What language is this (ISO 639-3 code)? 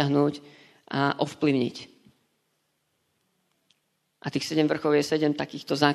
slk